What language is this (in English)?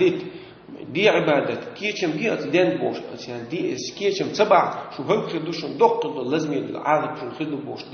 Chechen